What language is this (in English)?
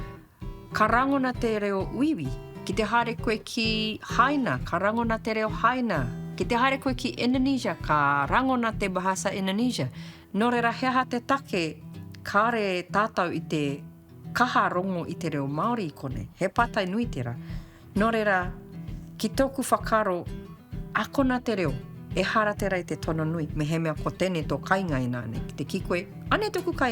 Māori